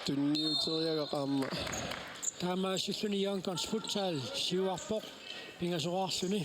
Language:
Kalaallisut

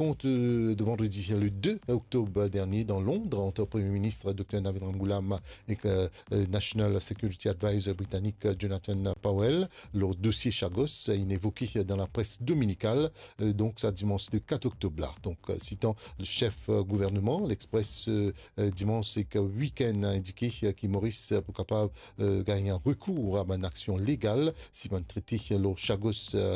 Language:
Morisyen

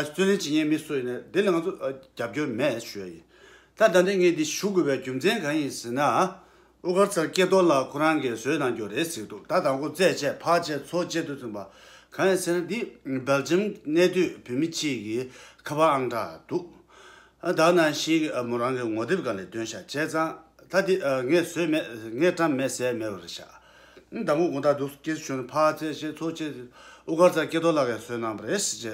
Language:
Tibetan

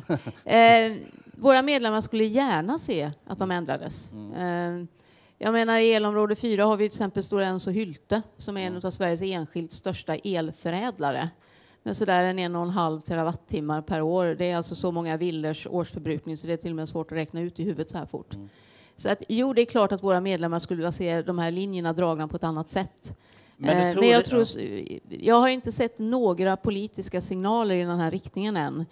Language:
Swedish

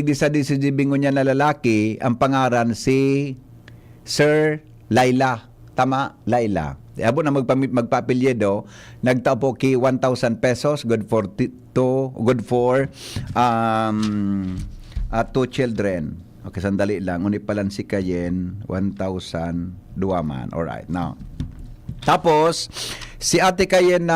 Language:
Bikol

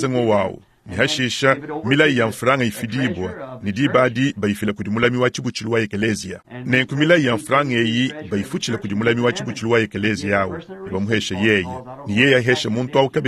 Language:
Luba-Lulua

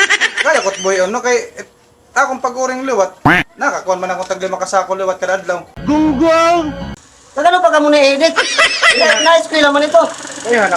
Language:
Waray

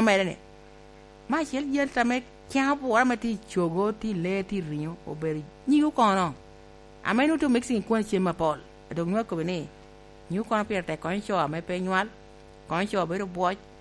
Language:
Lango (Uganda)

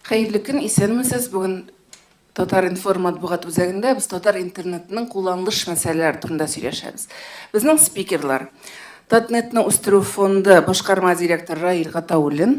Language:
Tatar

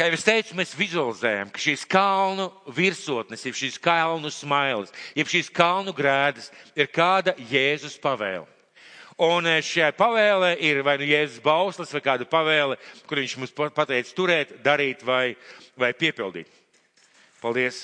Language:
Latvian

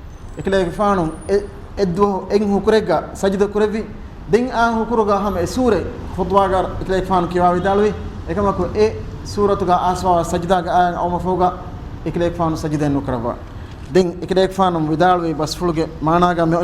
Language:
Divehi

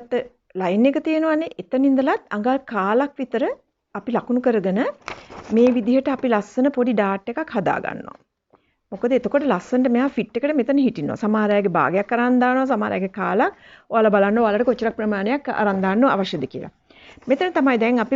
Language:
Sinhala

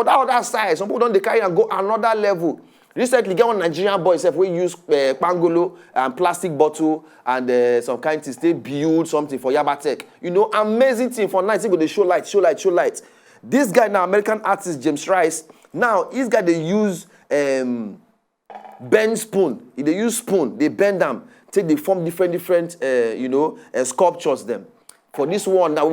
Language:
Nigerian Pidgin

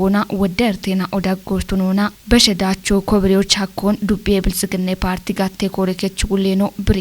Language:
Kafa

